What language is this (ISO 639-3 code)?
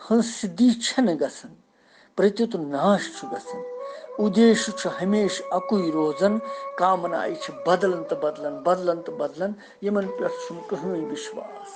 kas